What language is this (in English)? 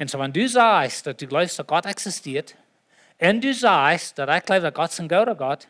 Plautdietsch